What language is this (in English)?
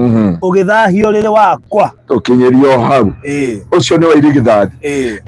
Kikuyu